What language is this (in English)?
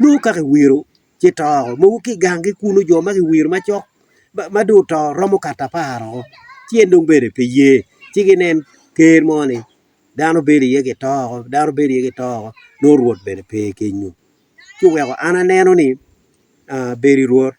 Acoli